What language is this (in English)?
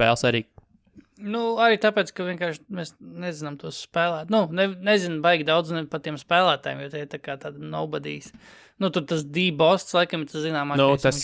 Latvian